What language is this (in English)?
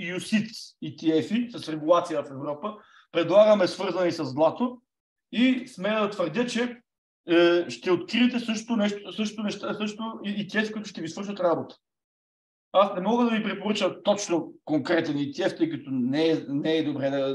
Bulgarian